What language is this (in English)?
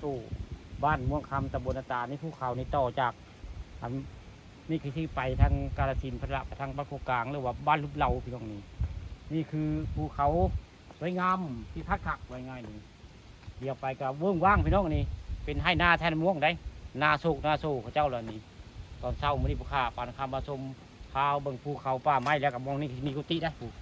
Northeastern Thai